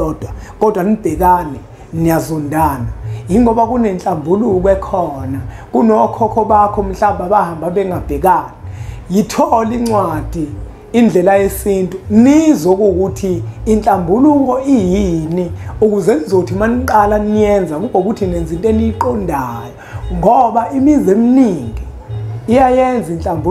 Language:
Zulu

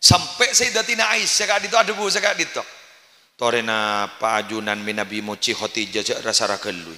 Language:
Madurese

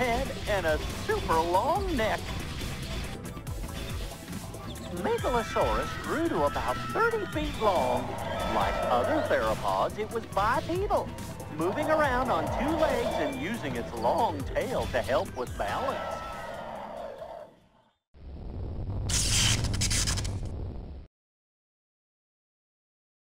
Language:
English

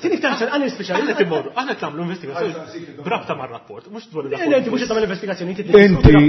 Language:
Maltese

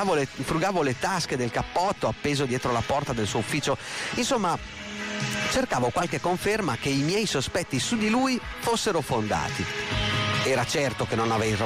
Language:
Italian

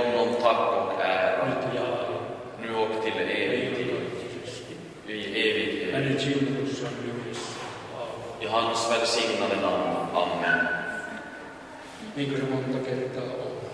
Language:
Finnish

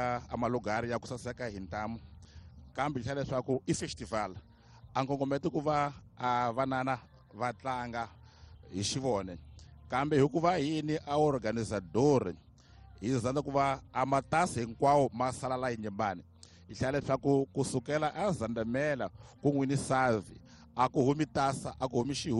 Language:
Tsonga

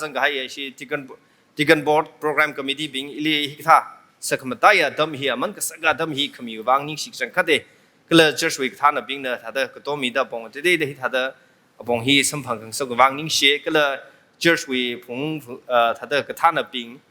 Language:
Tangkhul Naga (India)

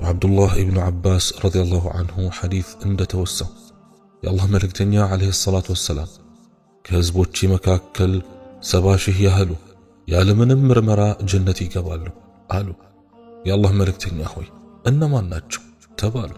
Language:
Amharic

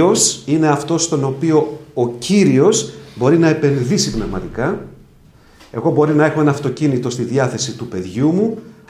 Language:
Greek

